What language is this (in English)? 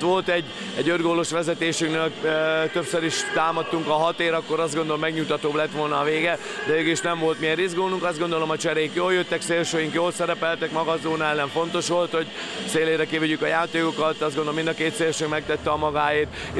Hungarian